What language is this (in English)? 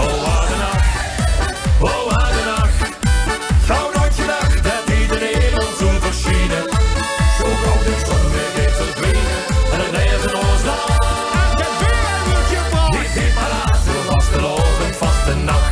Limburgish